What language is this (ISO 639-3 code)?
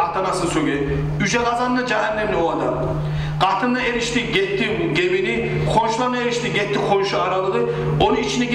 kum